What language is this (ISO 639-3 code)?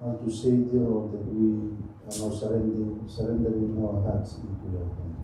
fij